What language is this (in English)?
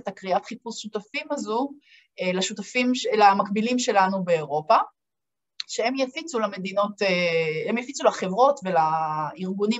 Hebrew